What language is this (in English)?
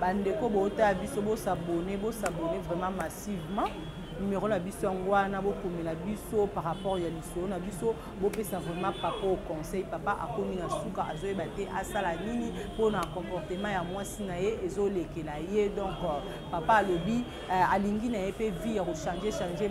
Lingala